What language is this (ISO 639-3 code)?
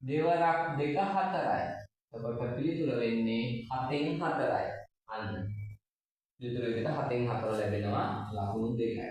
sin